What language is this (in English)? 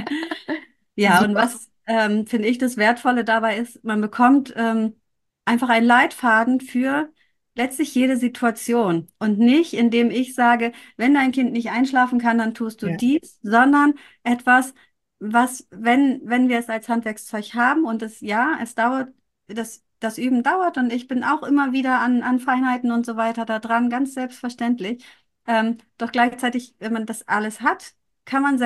German